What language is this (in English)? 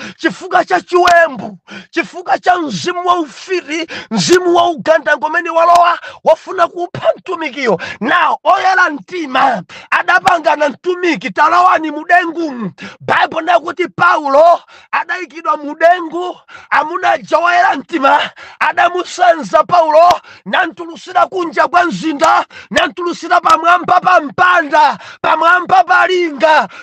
Nyanja